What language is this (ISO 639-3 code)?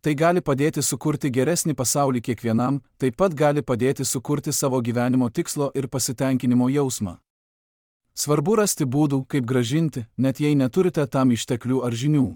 lit